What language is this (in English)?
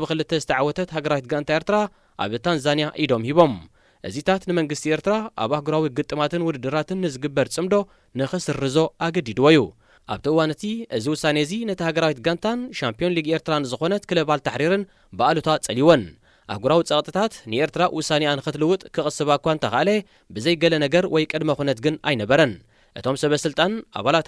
Tigrinya